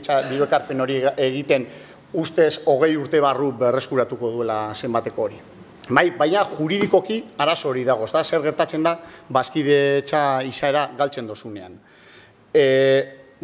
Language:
Basque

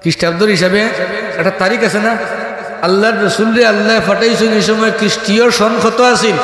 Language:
Sylheti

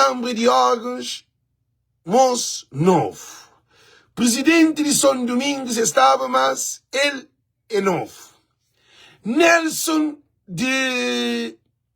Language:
Kabuverdianu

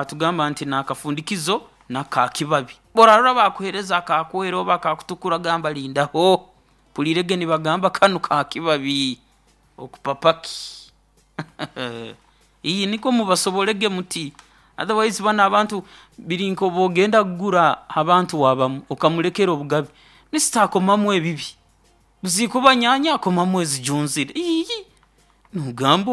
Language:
Nyoro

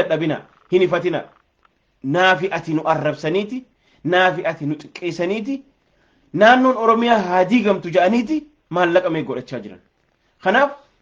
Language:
Oromo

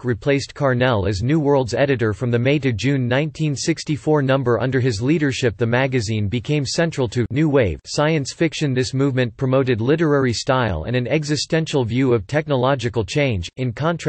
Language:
English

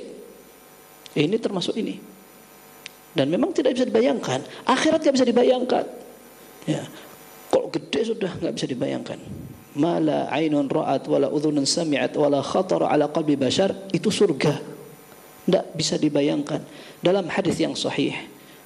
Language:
Indonesian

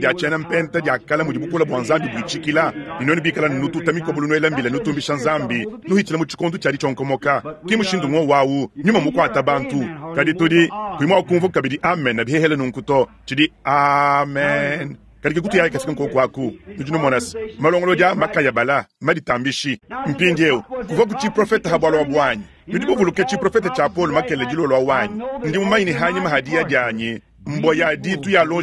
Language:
Luba-Lulua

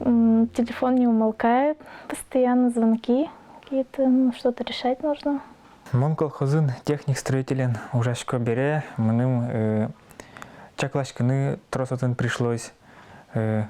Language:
Udmurt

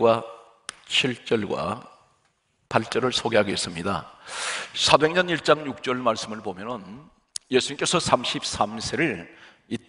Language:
Korean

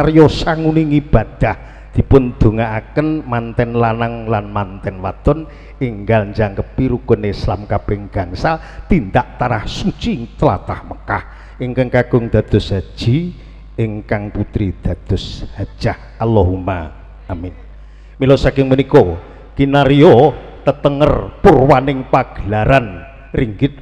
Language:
Javanese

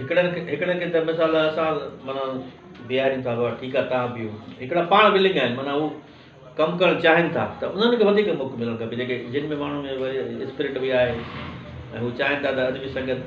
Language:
Sindhi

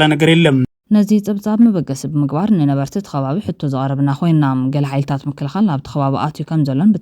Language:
Tigrinya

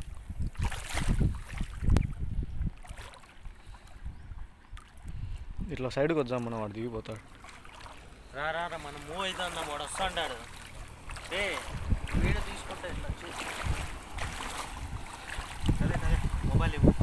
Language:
Telugu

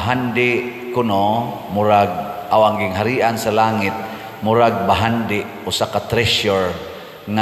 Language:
Cebuano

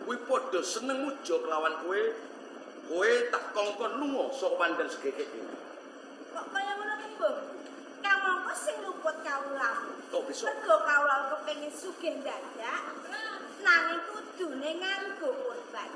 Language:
Javanese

